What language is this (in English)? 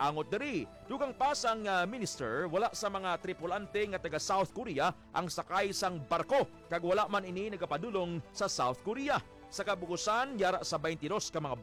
Hiligaynon